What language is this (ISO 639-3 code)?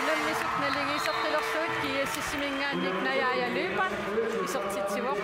kal